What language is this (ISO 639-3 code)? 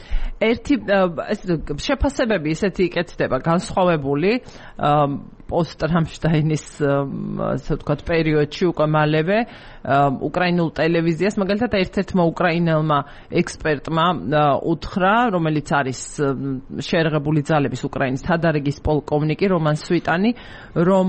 kat